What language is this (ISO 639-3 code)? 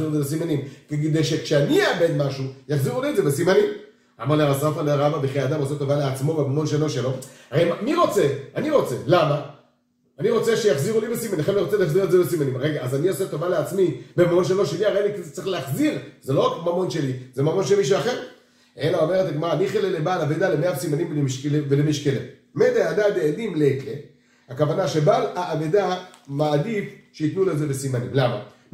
heb